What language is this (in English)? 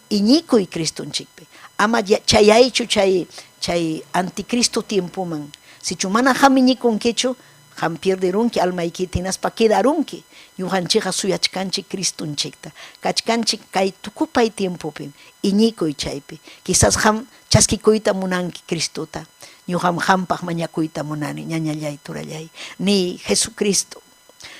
Ayacucho Quechua